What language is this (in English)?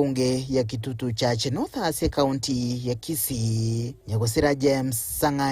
Gusii